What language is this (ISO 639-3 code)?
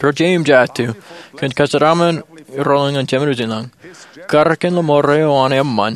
mah